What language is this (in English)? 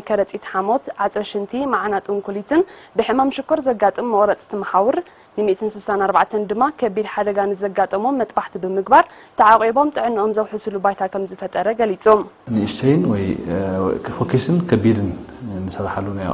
Tigrinya